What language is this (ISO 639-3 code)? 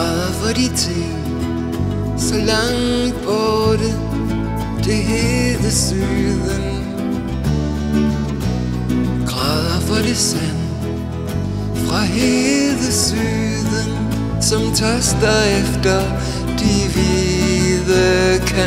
dan